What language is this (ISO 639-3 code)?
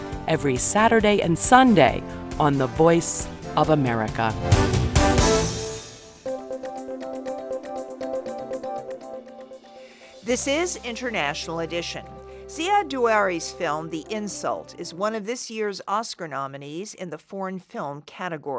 eng